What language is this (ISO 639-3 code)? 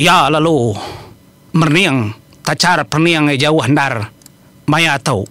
iba